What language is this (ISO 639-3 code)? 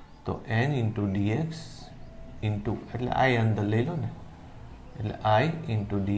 guj